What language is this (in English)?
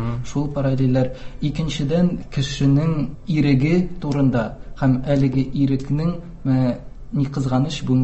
Tatar